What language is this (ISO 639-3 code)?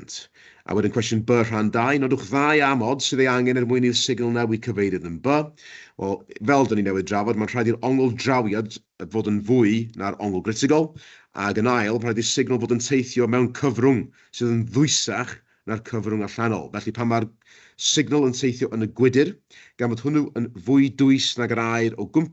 cym